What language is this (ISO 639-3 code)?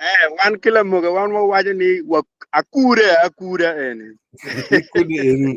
ach